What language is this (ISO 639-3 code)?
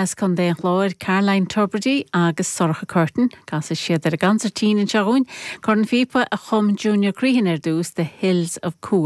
gle